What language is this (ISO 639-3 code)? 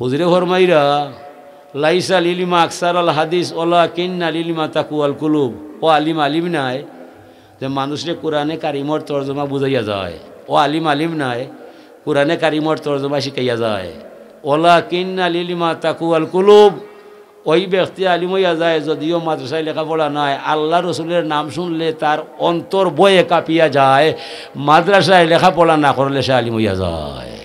syl